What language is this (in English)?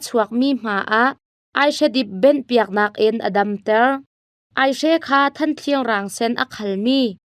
Hakha Chin